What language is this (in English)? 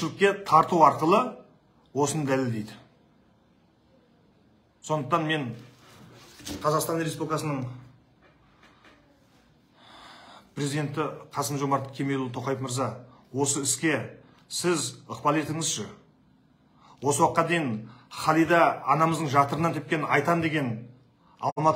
Kazakh